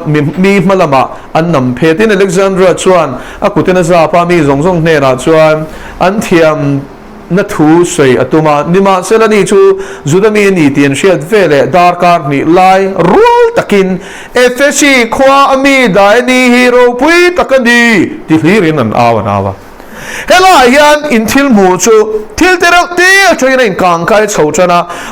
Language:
Mizo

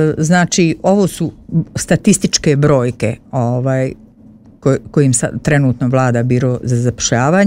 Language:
Croatian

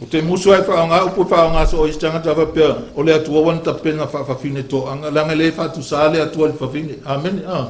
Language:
Samoan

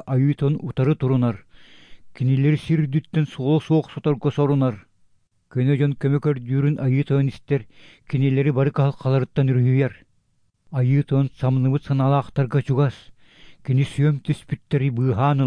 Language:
Yakut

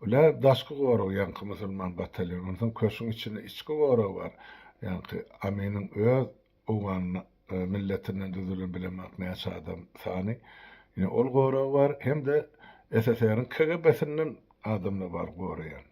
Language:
Turkmen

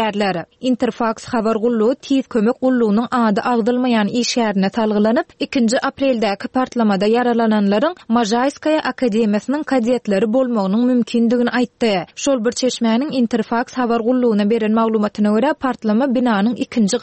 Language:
Turkmen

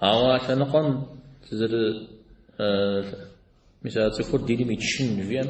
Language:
Kabardian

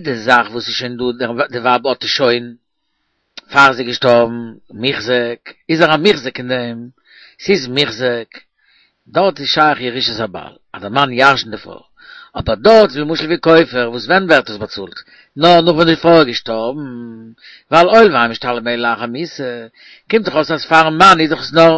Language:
Yiddish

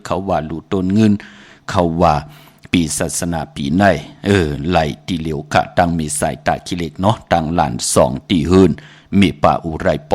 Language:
Shan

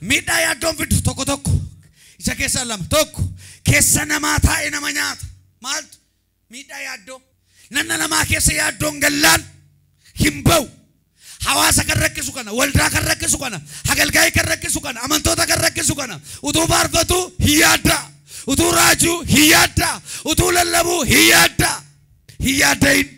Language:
Oromo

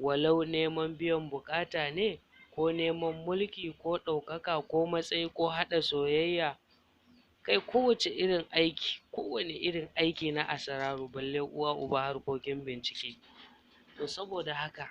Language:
Hausa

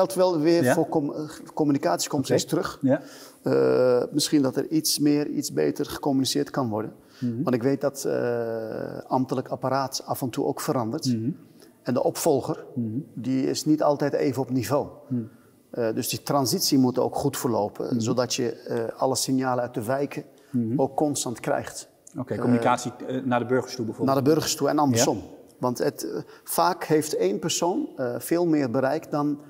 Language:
Dutch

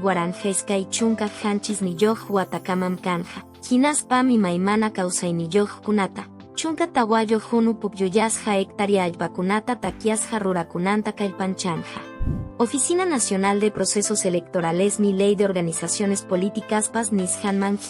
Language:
Quechua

